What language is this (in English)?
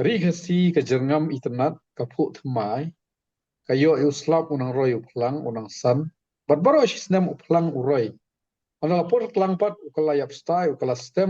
Khasi